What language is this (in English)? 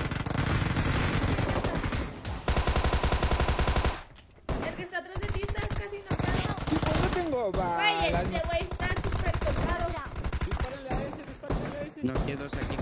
Spanish